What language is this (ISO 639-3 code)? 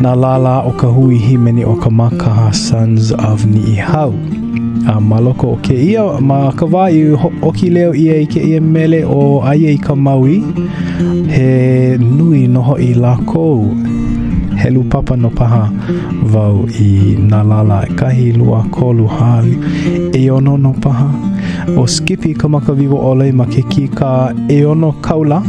haw